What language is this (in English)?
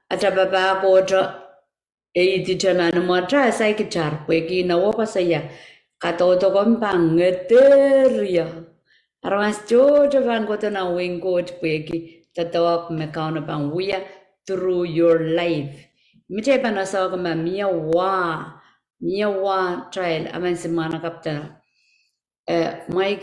Pohnpeian